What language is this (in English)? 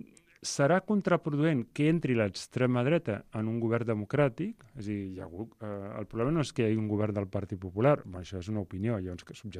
Catalan